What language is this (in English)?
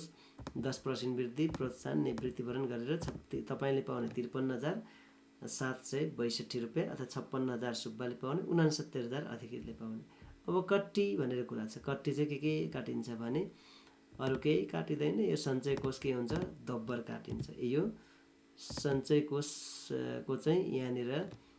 Nepali